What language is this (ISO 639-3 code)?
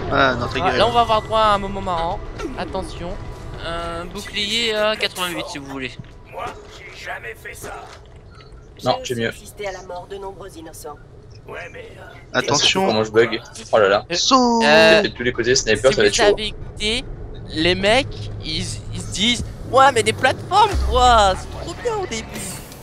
fra